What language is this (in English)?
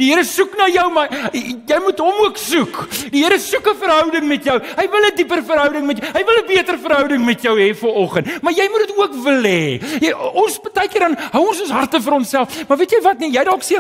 Afrikaans